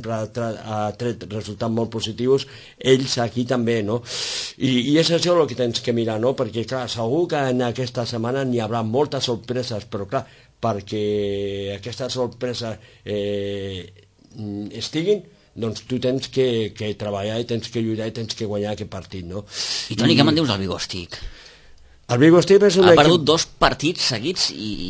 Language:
Catalan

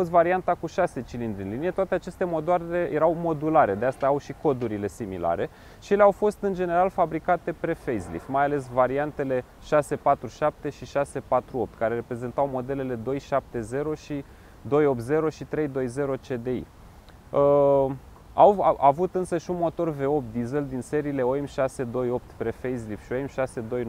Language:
Romanian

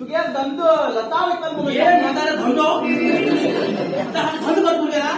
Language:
Konkani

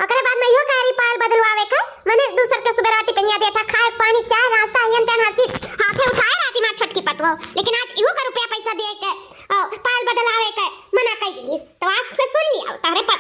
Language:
Awadhi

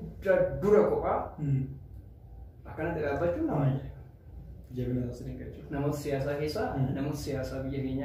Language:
Oromo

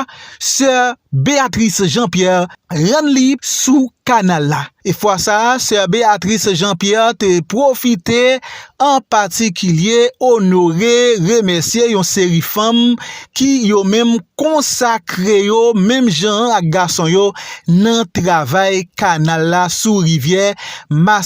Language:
Haitian Creole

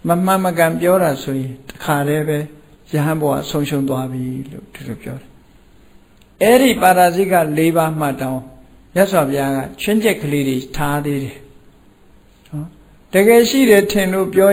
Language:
Burmese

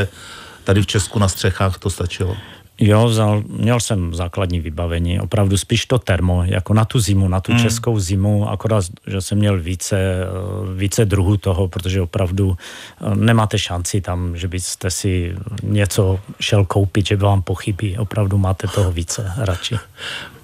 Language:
Czech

